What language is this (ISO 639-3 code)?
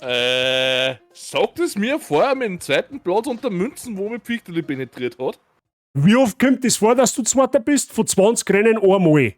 bar